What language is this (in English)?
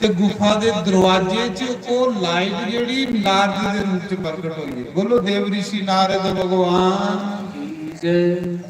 Dogri